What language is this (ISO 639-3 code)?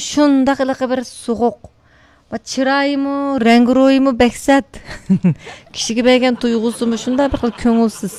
uig